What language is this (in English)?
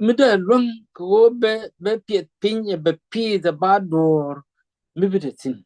Nuer